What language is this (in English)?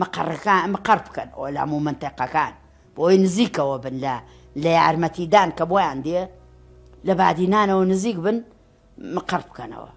Central Kurdish